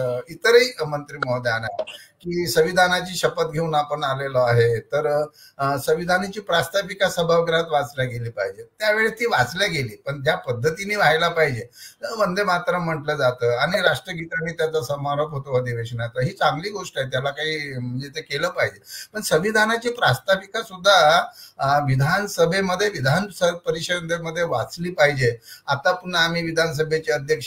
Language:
Marathi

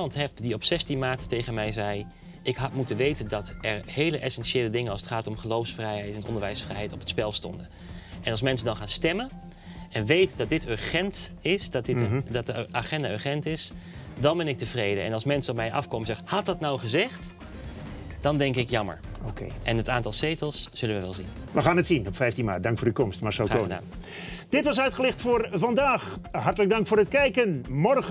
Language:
Dutch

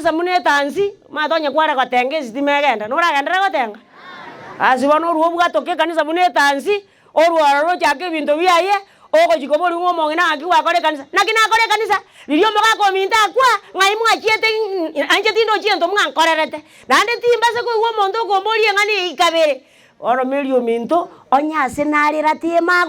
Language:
Gusii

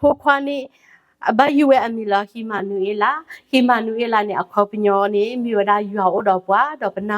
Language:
S'gaw Karen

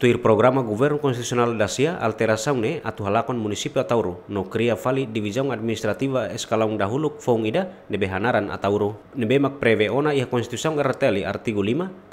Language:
Tetum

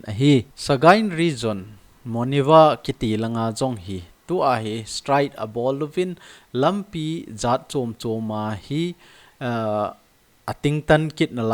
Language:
Thado Chin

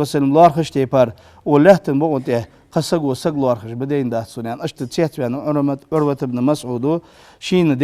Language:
Ingush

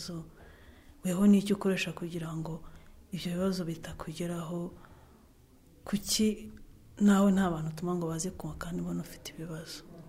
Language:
Kinyarwanda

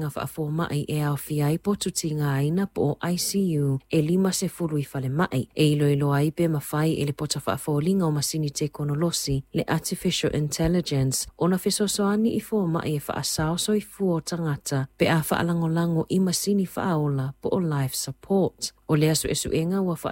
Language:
Samoan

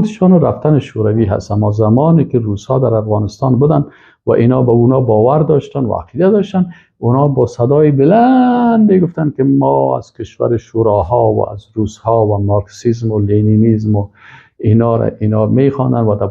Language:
Persian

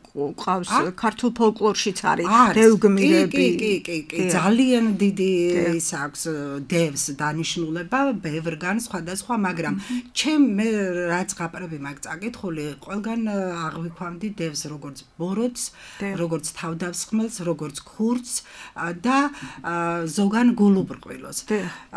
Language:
Georgian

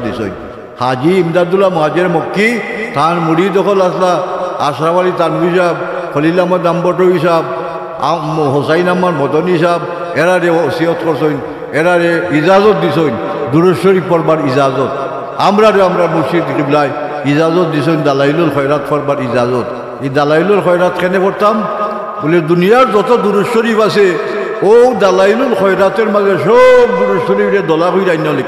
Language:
Sylheti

